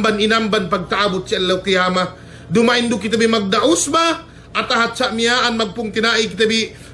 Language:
Yakan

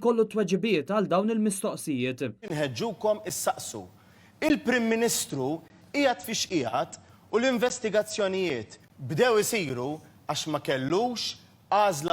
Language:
Maltese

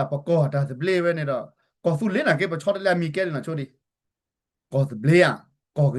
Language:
S'gaw Karen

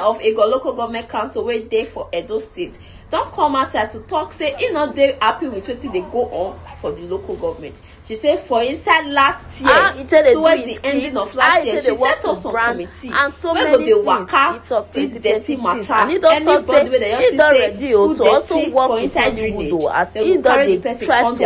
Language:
Nigerian Pidgin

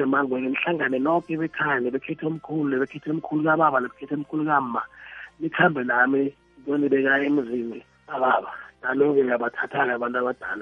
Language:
South Ndebele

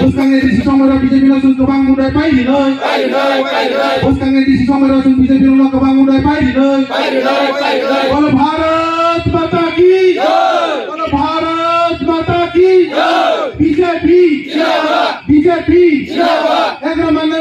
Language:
Kok Borok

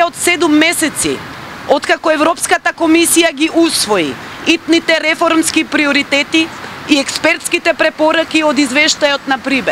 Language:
Macedonian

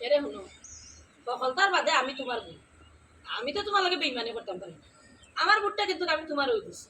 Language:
Sylheti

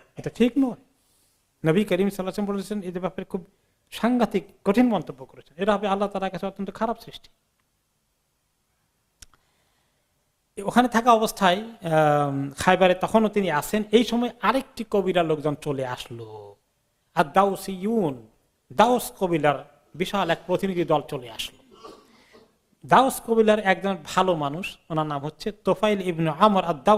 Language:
Bangla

